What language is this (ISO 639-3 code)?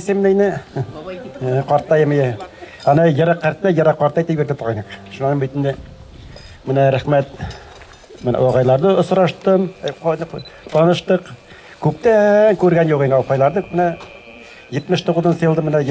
bak